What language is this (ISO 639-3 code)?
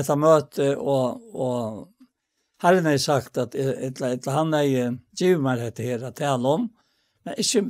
fao